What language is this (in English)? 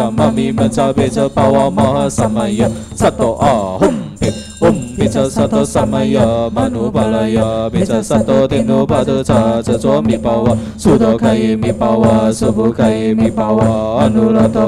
Chinese